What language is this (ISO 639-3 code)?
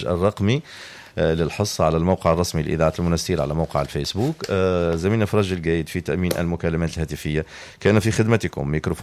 aeb